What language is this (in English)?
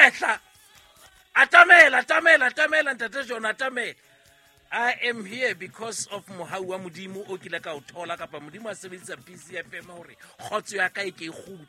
Southern Sotho